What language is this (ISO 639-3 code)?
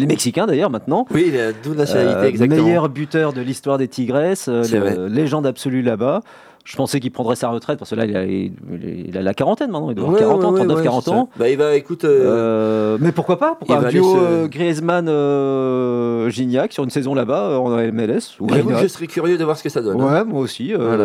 fra